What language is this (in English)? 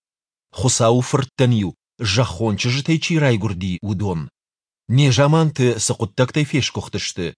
Ossetic